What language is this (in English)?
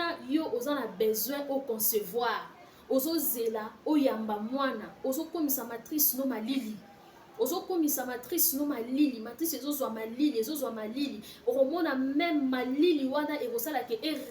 Lingala